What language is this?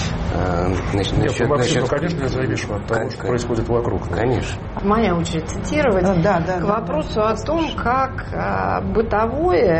Russian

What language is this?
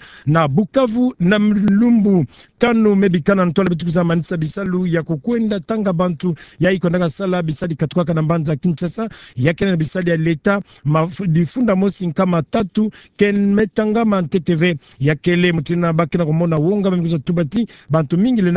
Kituba (Democratic Republic of Congo)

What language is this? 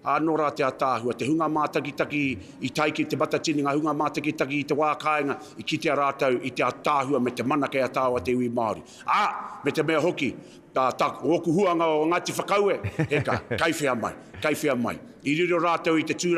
Māori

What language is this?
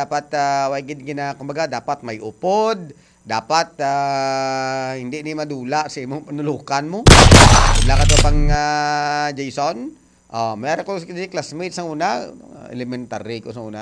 Hiligaynon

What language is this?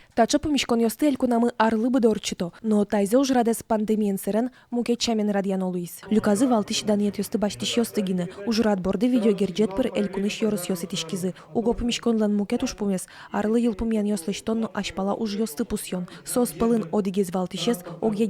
Udmurt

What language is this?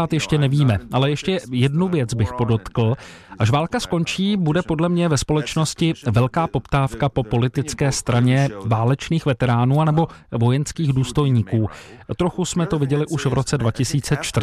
Czech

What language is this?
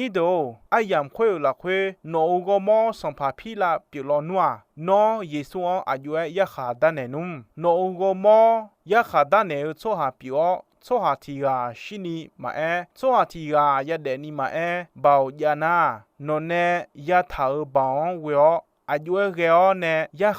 Akha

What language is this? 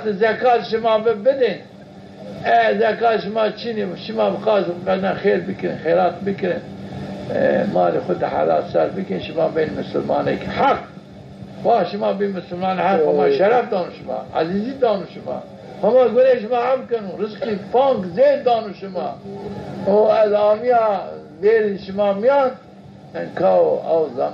Zaza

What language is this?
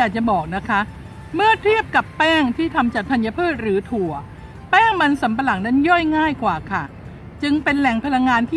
Thai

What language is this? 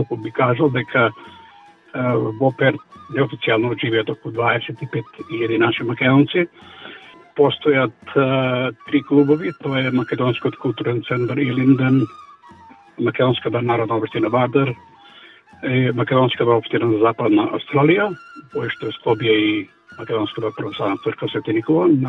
Macedonian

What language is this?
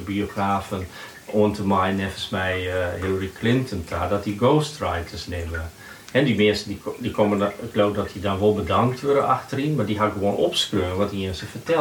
Western Frisian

